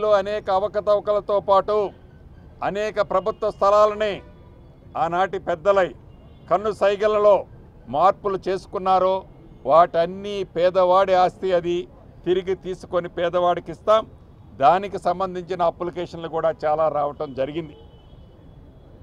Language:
Telugu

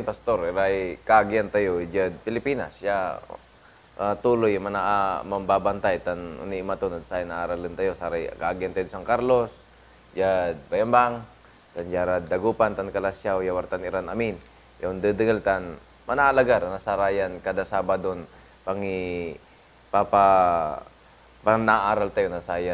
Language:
Pangasinan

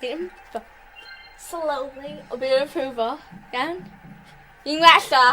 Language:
Welsh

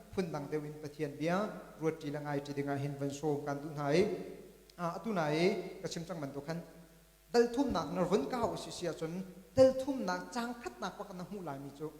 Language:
Hakha Chin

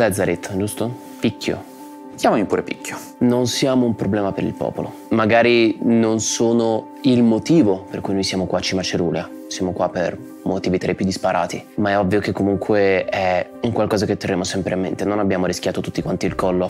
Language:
Italian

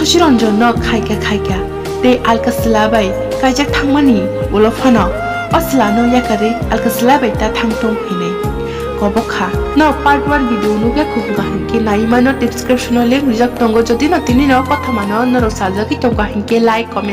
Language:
Kok Borok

